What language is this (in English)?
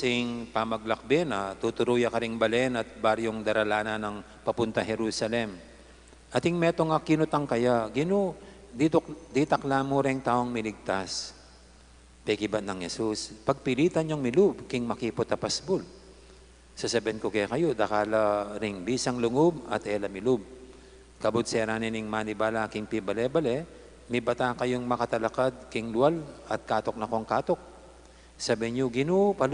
Pampanga